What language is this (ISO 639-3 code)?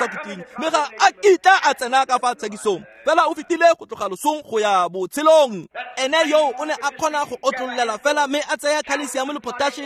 tsn